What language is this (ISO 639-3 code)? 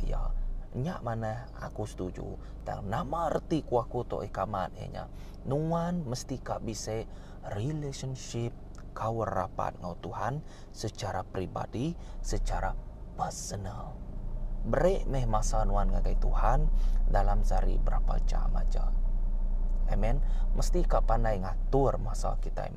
iba